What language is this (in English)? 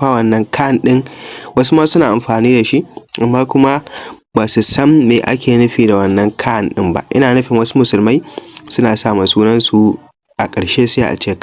Hausa